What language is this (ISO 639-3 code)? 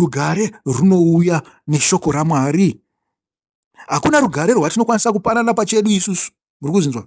sna